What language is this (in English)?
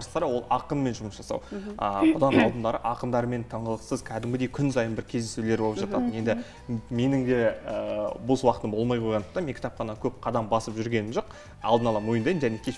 Kazakh